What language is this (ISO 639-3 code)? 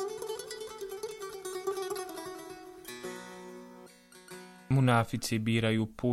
bos